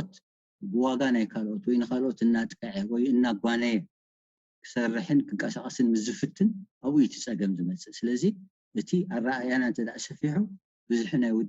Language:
Tigrinya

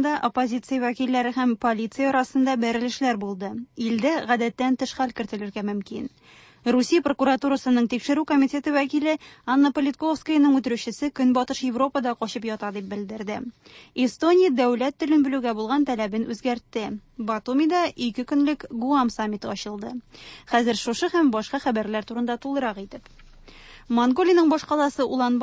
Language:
Tatar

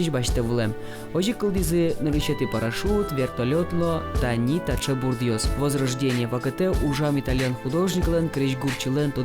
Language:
Udmurt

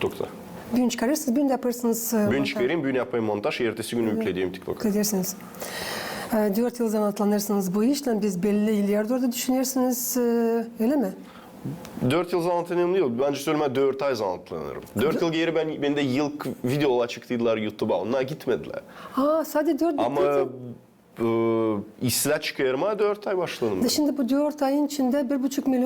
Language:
Gagauz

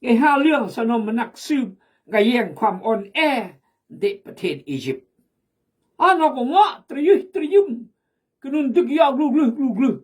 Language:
Khmu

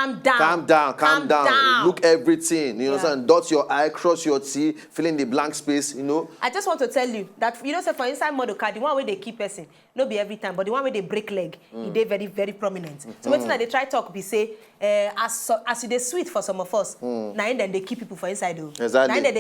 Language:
Nigerian Pidgin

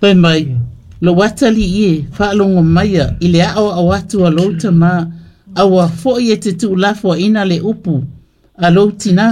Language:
Samoan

